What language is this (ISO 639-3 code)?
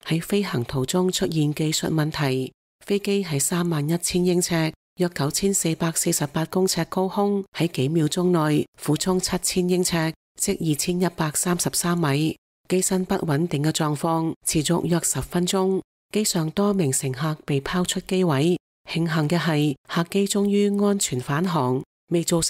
yue